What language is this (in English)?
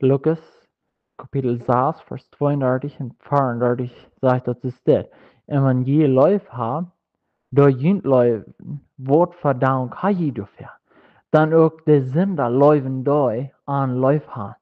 Plautdietsch